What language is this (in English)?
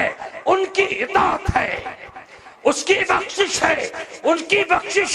Kashmiri